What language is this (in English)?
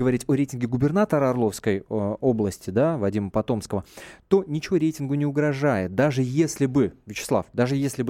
Russian